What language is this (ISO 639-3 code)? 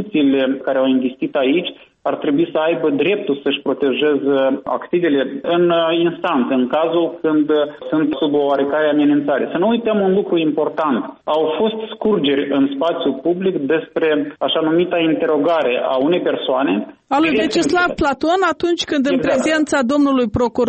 ron